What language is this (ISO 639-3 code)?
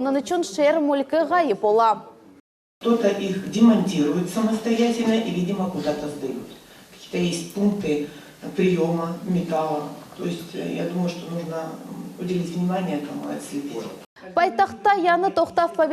crh